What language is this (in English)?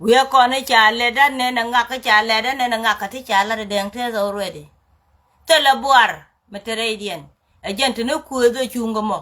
Nuer